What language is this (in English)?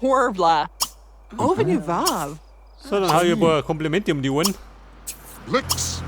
Bavarian